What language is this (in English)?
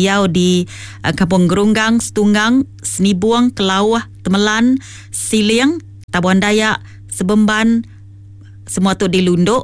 Iban